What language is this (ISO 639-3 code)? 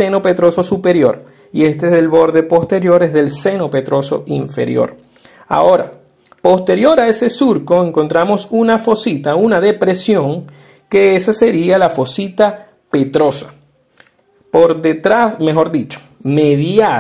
spa